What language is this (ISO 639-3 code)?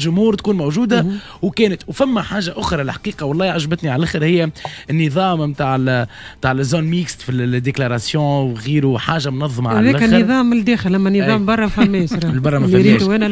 aeb